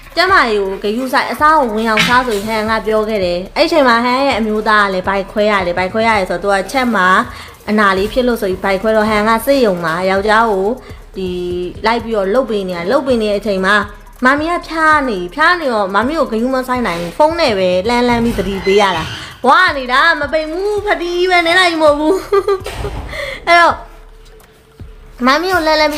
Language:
Burmese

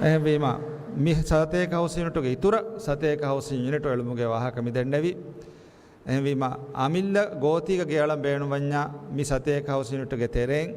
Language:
Divehi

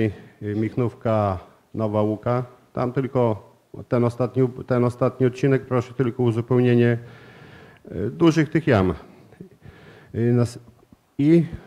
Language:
Polish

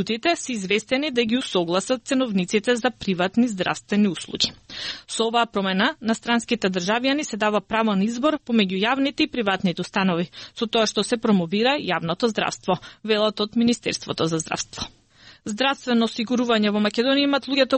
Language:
Macedonian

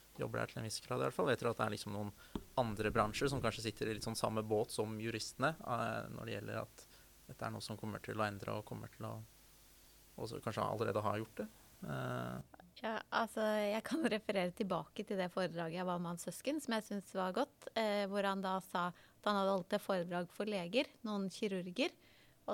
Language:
Norwegian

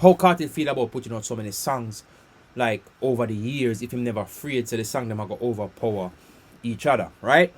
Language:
Jamaican Creole English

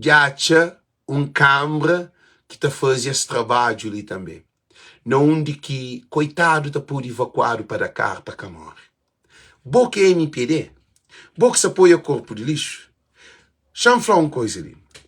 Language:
Kabuverdianu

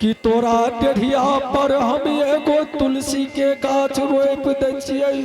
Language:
Angika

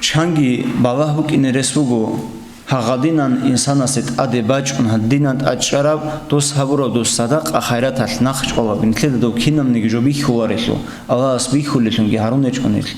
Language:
Avaric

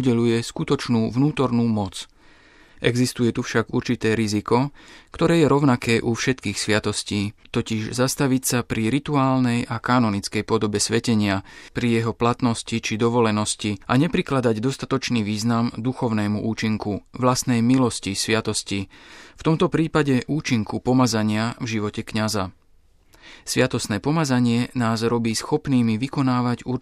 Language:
Slovak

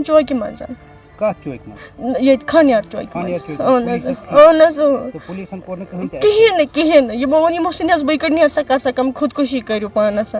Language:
Kashmiri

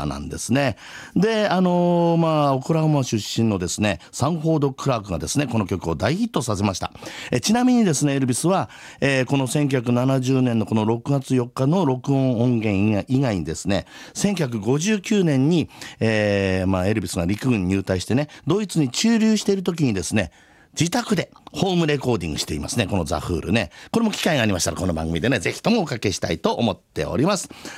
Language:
Japanese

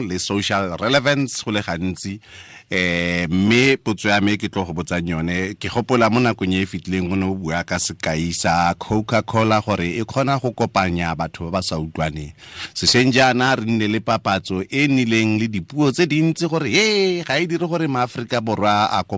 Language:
Tswana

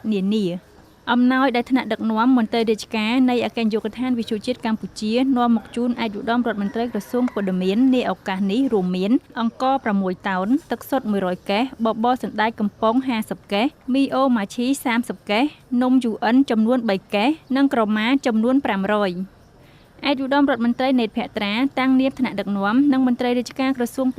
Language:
Khmer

